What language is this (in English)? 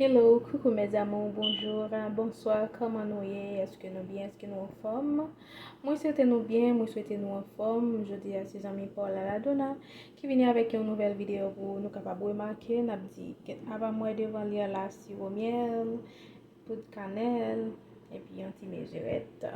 Haitian Creole